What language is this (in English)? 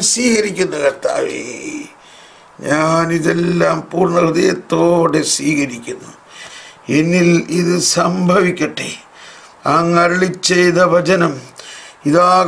Malayalam